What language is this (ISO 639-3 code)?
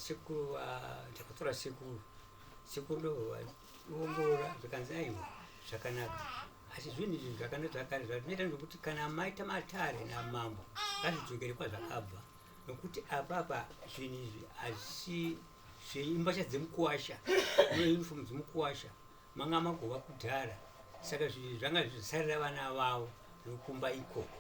sna